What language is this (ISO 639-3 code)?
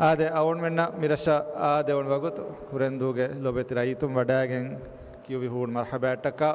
div